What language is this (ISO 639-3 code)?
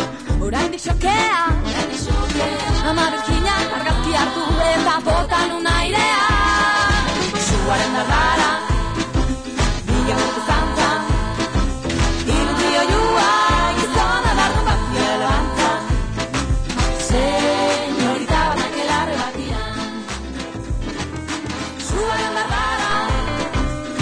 eus